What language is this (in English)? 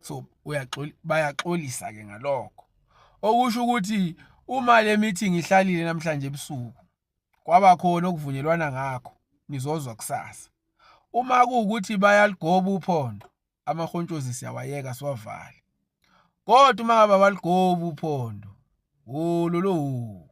Zulu